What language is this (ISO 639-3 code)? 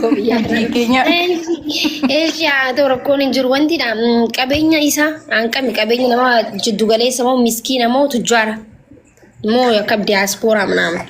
orm